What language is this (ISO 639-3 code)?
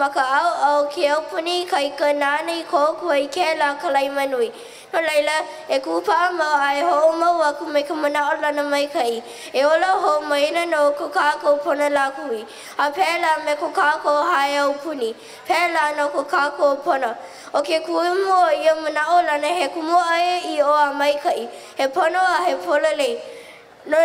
haw